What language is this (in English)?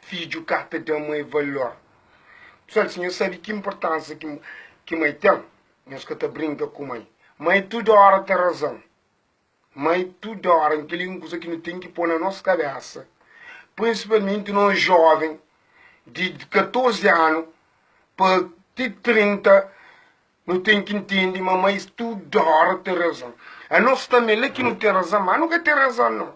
Kabuverdianu